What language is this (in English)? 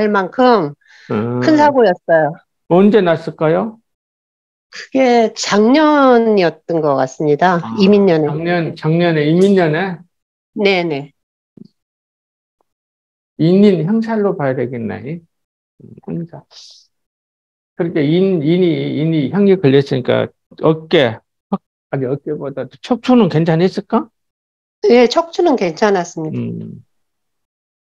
Korean